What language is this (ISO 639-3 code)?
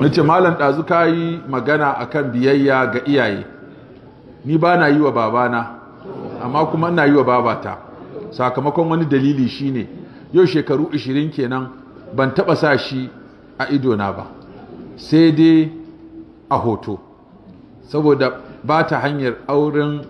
hau